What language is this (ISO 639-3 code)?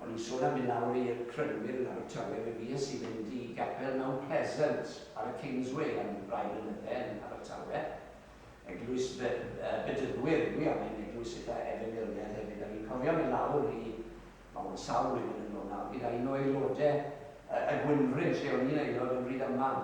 cym